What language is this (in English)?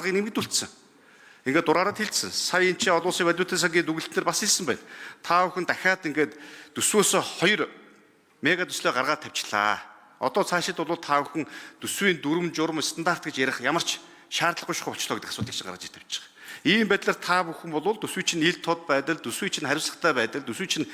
Mongolian